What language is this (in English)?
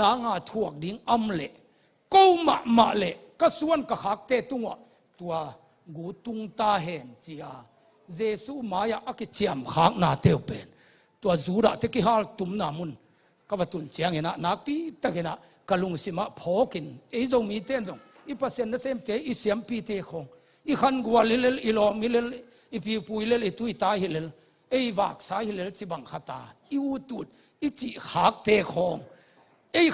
Tedim Chin